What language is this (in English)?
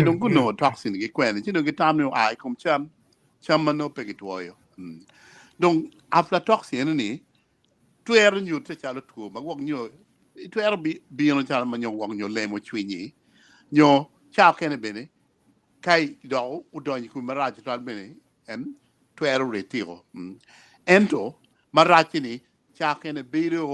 Acoli